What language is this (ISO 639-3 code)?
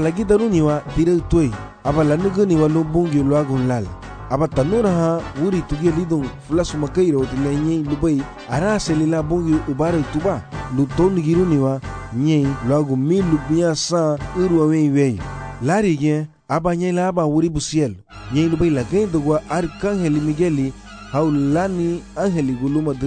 cab